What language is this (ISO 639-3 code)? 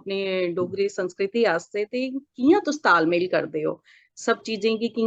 doi